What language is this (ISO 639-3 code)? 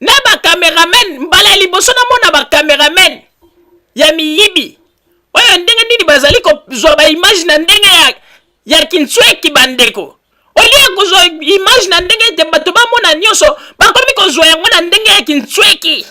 lin